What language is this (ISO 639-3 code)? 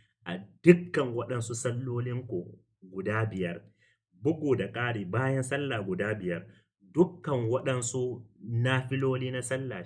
hau